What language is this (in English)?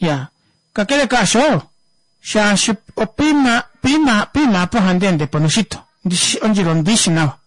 Kuanyama